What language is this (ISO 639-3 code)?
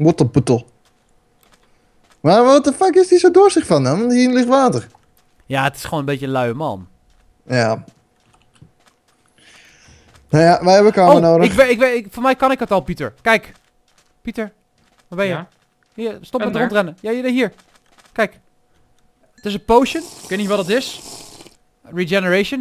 nld